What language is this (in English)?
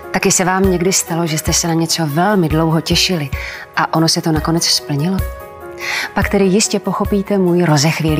Czech